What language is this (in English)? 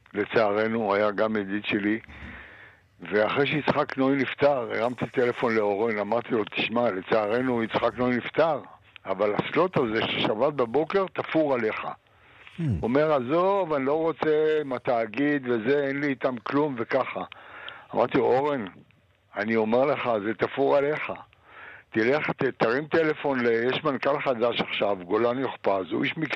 Hebrew